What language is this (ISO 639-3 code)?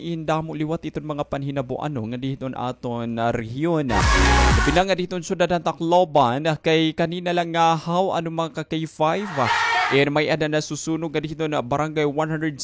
war